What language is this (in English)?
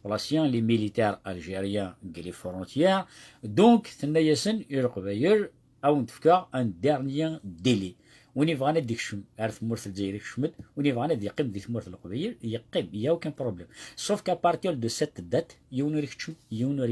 Kabyle